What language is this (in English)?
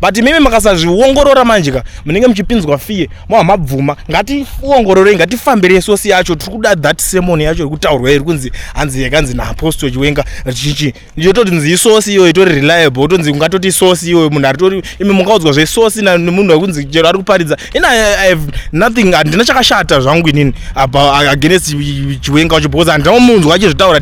Shona